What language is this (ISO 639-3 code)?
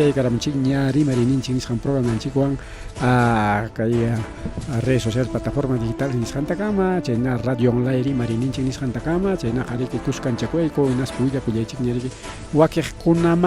quy